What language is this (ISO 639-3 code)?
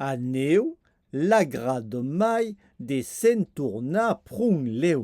oci